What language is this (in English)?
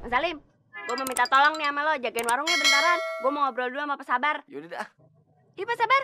Betawi